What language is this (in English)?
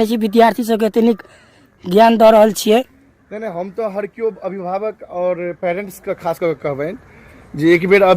Maithili